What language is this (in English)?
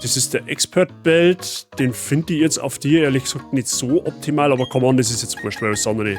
Bavarian